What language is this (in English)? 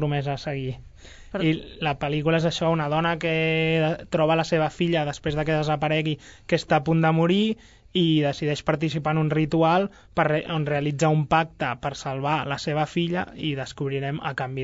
Catalan